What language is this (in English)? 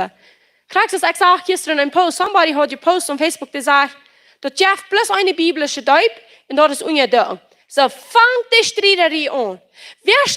Plautdietsch